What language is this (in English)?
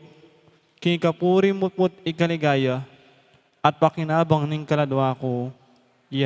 Pampanga